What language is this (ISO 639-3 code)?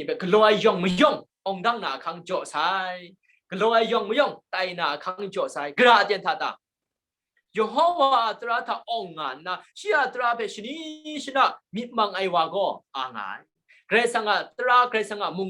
kac